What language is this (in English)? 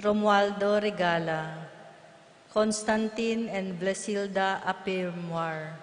Pampanga